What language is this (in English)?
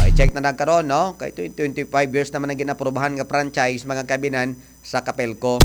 Hiligaynon